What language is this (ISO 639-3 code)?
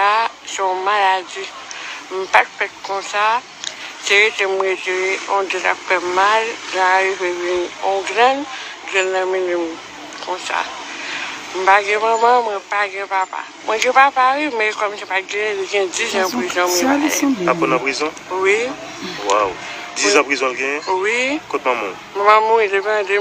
hat